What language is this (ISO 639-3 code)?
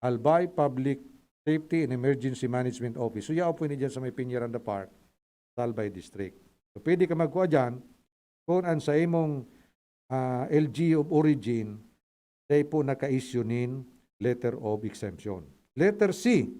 bik